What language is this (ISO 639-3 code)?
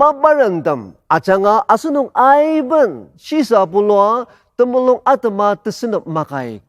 njo